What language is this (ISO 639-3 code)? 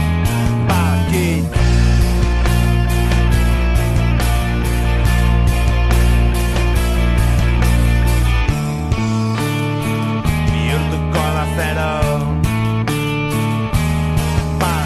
eus